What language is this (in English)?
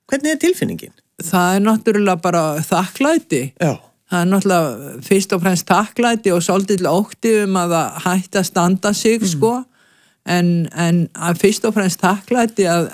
Icelandic